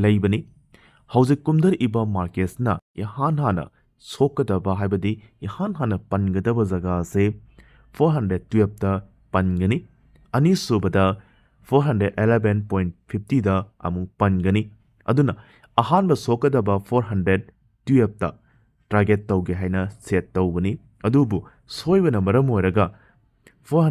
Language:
Manipuri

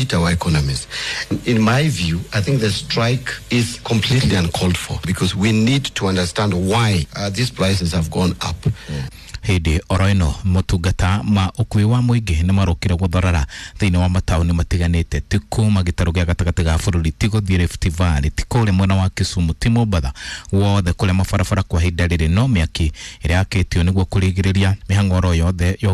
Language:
Kikuyu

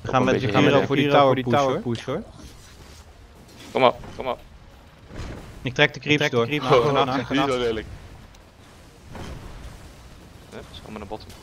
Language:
Dutch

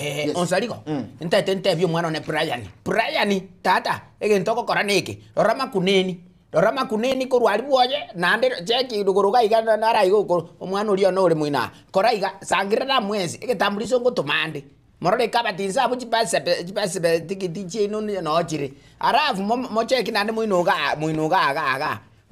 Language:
Gusii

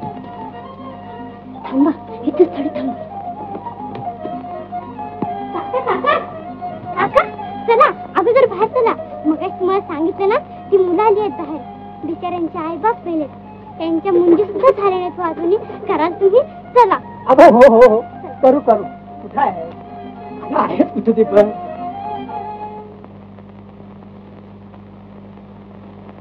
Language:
Marathi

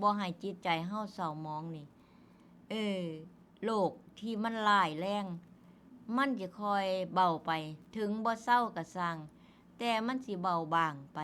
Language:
Northeastern Thai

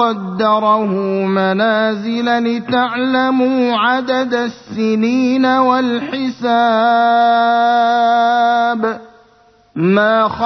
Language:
Arabic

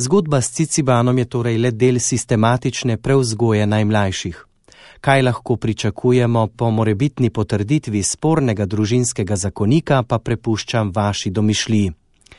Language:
Slovenian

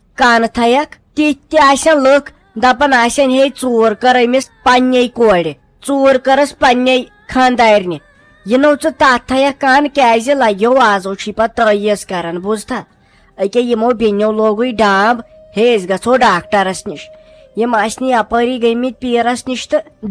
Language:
Kashmiri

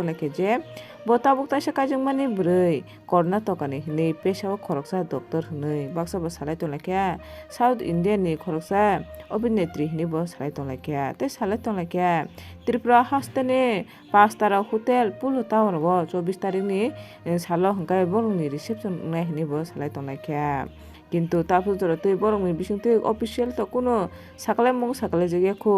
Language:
Kok Borok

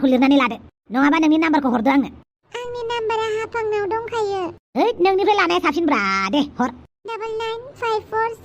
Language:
Bodo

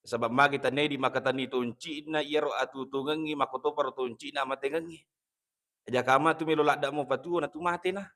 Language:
Buginese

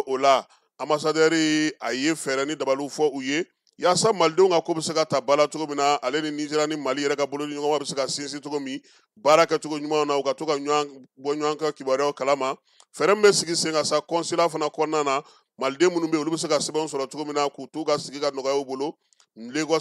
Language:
Bambara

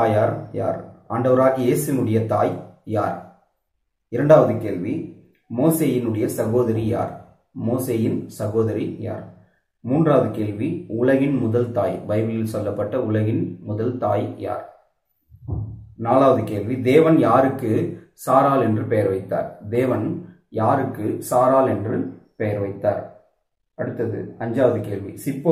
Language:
Tamil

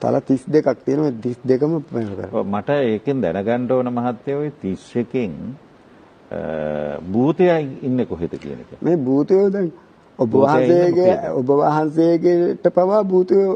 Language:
Sinhala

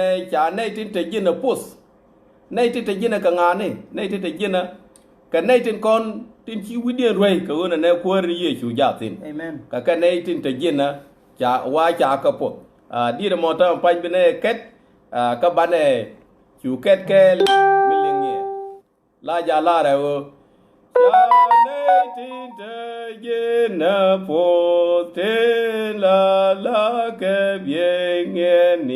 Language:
Nuer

